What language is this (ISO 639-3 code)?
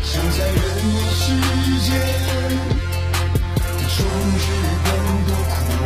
zho